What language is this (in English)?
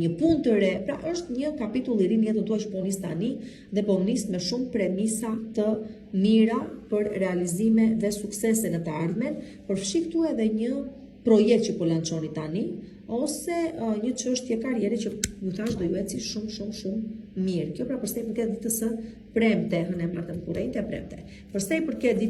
Albanian